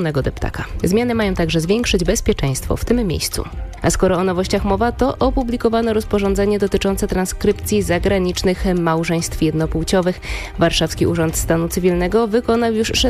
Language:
Polish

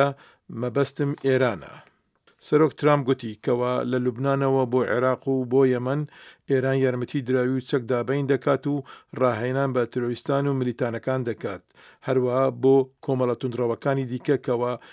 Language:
Central Kurdish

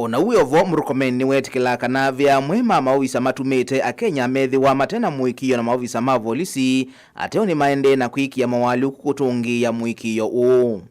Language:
Kamba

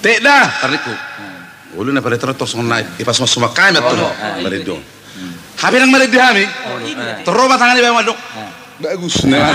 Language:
Batak Toba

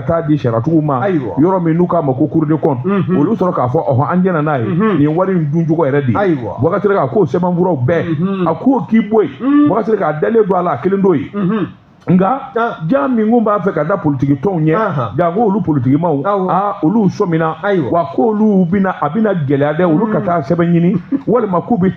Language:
Bambara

